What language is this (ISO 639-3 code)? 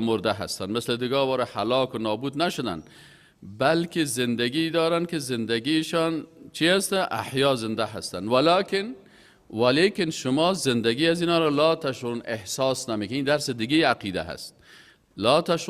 fas